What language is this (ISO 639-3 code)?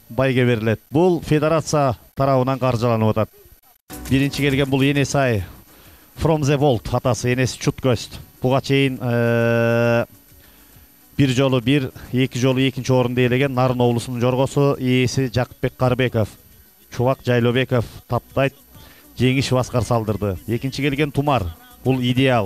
kir